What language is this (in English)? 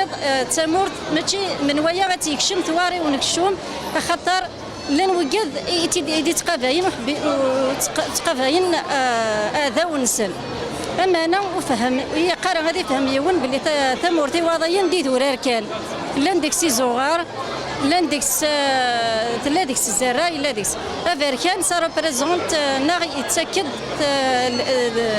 Kabyle